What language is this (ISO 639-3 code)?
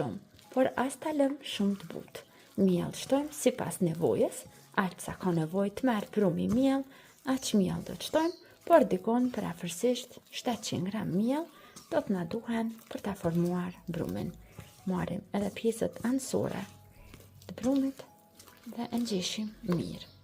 sqi